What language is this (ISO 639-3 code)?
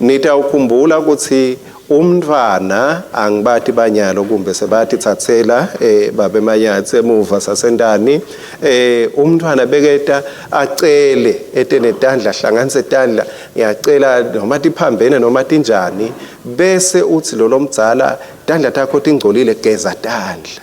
ssw